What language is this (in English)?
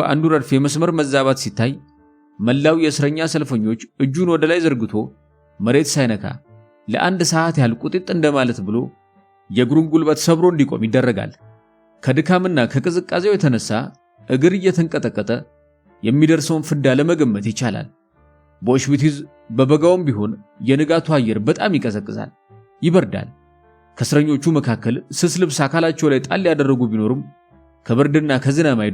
Amharic